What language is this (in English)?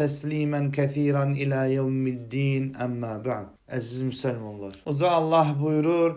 Azerbaijani